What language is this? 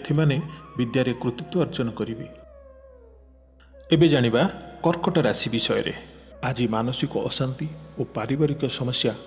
Odia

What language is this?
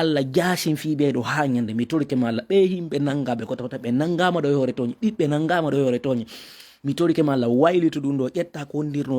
Fula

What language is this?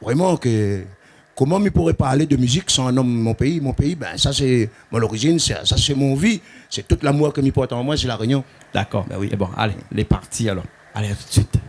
Réunion Creole French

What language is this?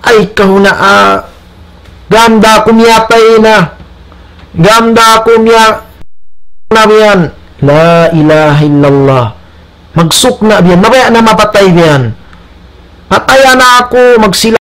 Tausug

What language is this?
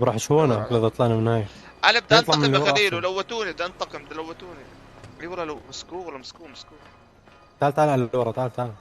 North Levantine Arabic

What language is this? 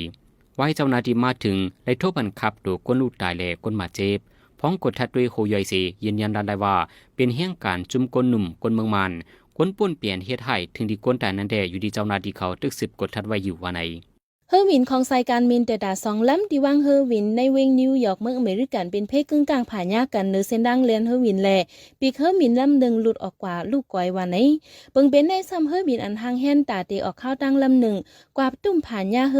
Shan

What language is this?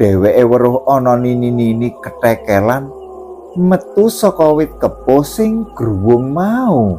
Javanese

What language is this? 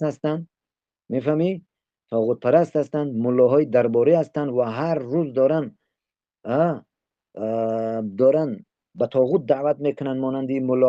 Tajik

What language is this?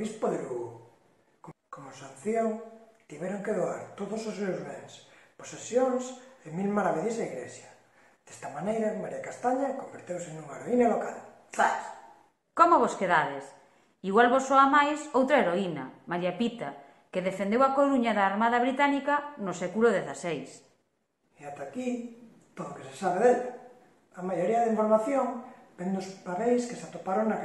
Galician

